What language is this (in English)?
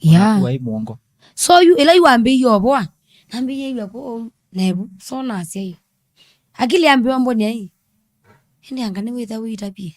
Kamba